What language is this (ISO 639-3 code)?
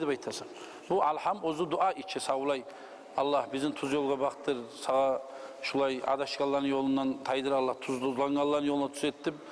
kum